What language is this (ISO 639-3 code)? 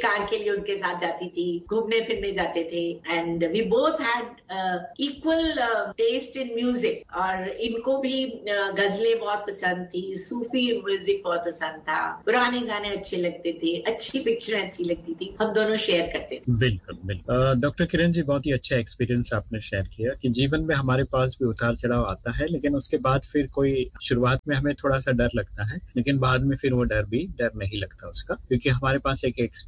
hin